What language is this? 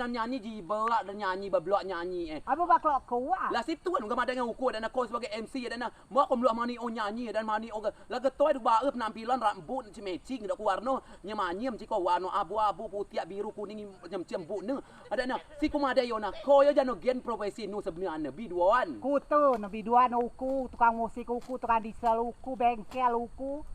Rejang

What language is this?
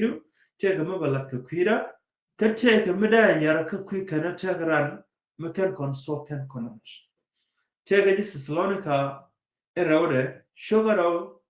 Nuer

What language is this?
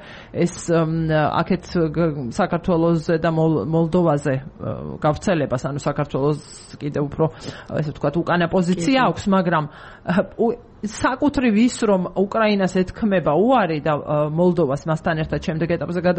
Georgian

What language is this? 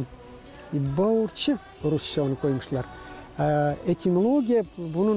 Gagauz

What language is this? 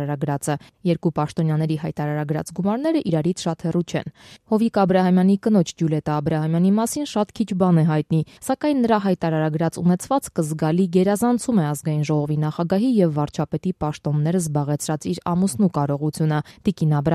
Armenian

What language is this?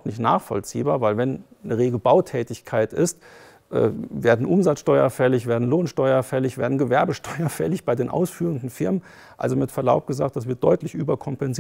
German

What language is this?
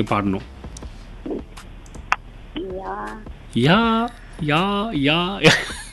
Tamil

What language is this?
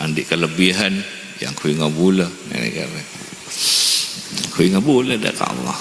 Madurese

